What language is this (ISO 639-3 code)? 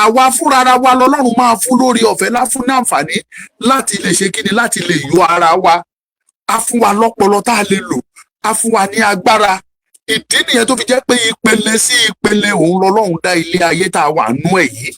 yor